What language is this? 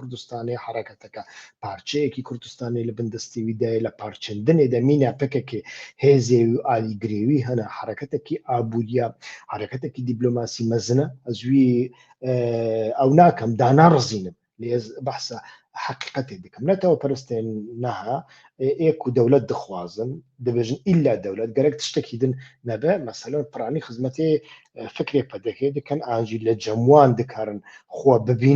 Central Kurdish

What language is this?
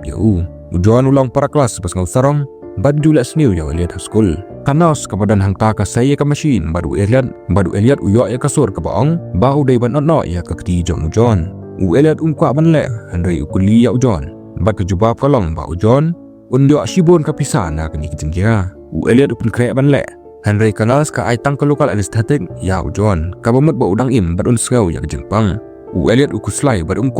Khasi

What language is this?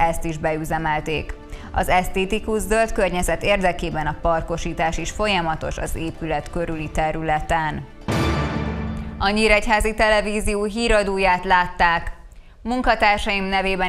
Hungarian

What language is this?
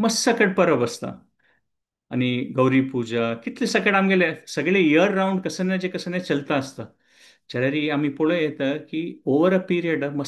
Konkani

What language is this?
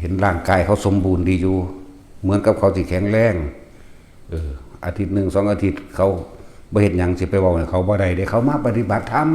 Northeastern Thai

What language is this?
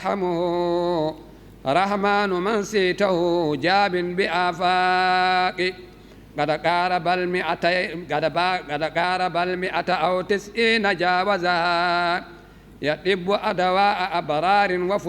Fula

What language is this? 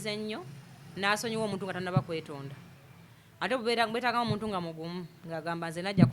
Ganda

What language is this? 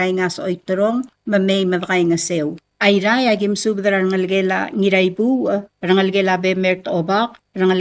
Palauan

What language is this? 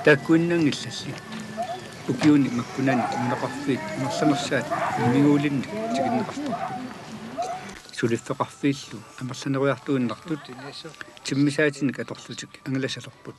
Kalaallisut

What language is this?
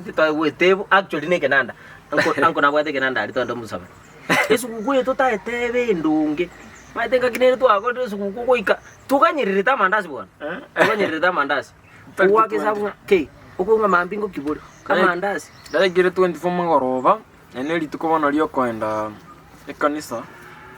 Gusii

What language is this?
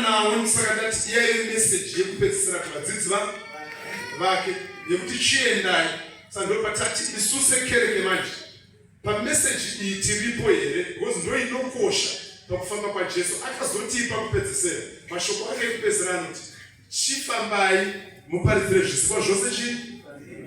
Shona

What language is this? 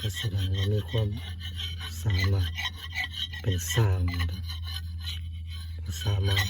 Northeastern Thai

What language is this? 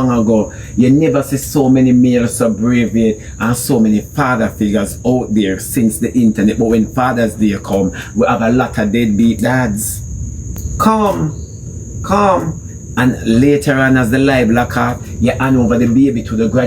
Jamaican Creole English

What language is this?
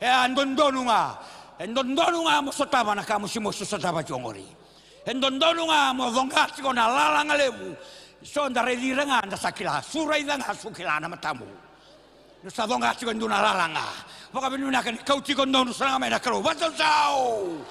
Fijian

